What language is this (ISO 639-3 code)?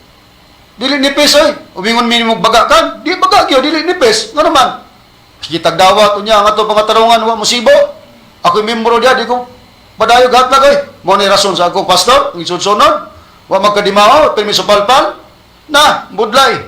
ceb